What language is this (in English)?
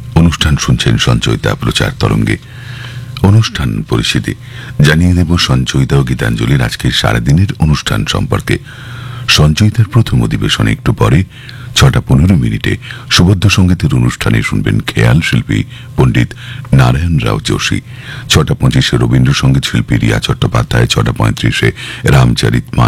Bangla